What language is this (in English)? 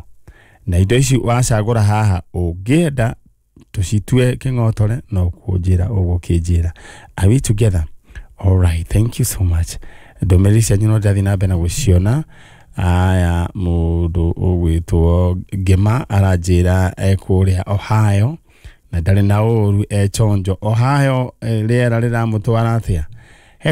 Kikuyu